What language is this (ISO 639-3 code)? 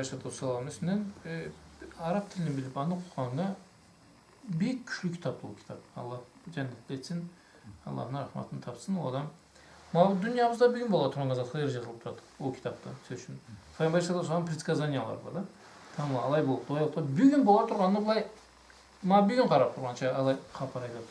krc